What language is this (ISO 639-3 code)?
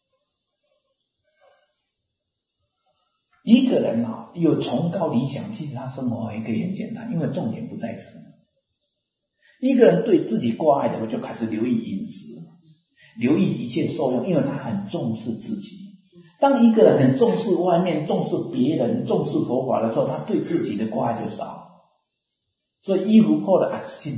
zho